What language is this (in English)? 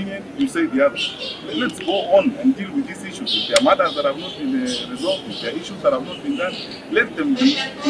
Gusii